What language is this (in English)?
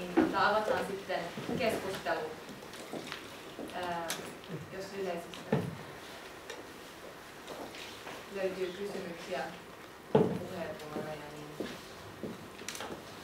Finnish